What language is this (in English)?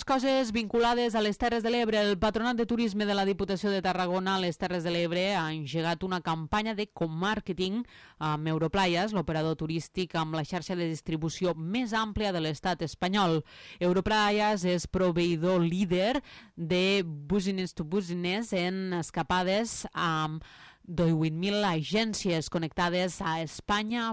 Catalan